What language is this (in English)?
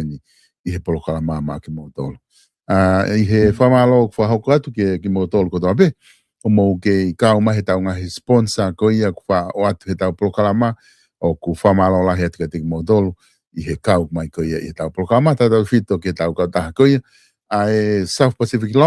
Tongan